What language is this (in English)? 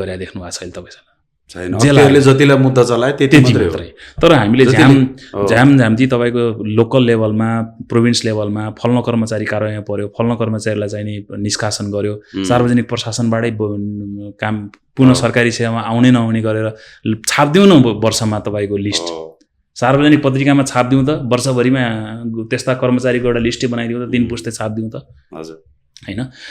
Nepali